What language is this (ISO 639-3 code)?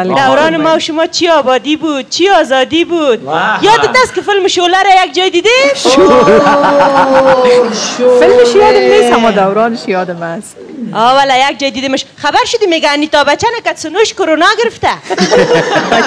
fas